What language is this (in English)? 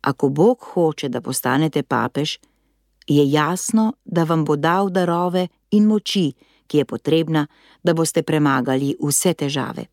Slovenian